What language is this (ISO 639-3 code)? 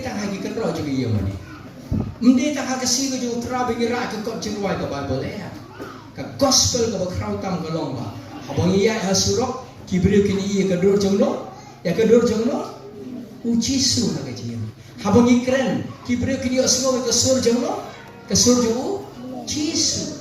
kha